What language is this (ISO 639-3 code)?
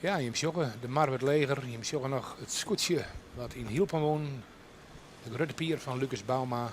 fry